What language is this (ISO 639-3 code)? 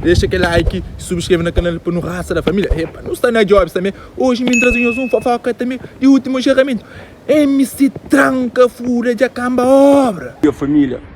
kea